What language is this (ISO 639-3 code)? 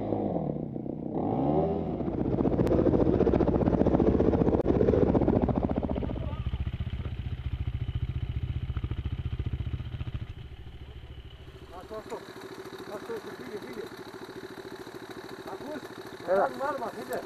ell